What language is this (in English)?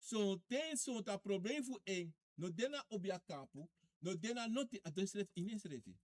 Sranan Tongo